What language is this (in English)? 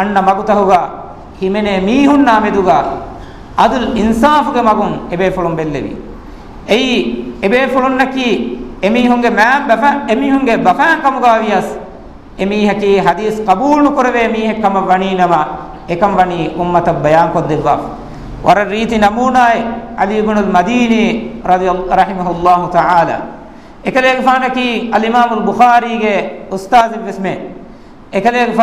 Divehi